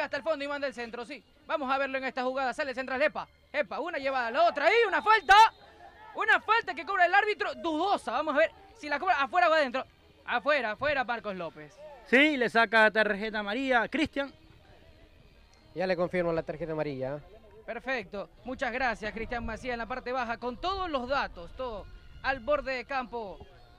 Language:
Spanish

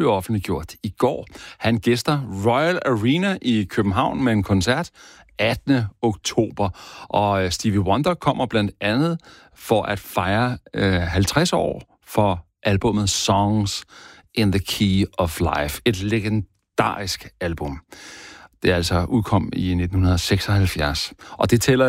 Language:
Danish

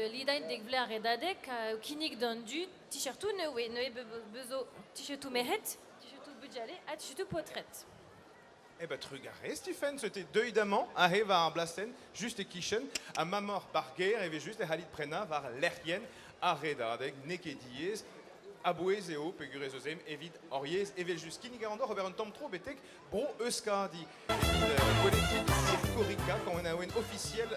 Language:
Breton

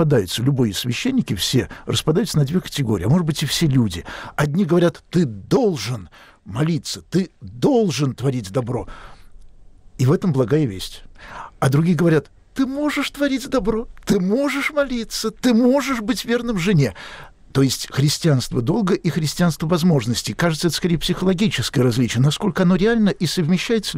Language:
Russian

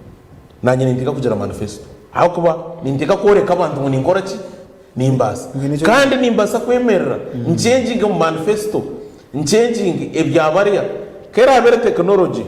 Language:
Nyankole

